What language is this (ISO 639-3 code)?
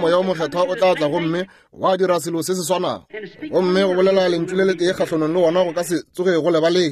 nso